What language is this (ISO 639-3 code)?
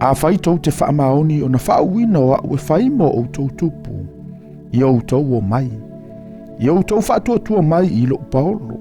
smo